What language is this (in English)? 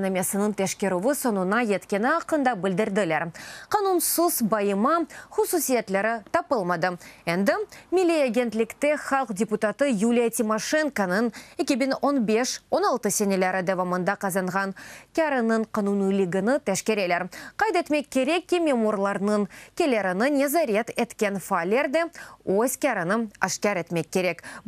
Crimean Tatar